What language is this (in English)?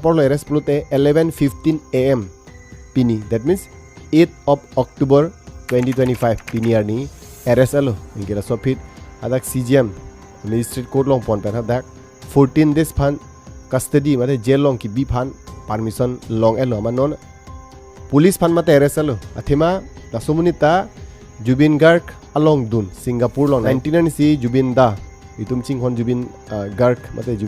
Karbi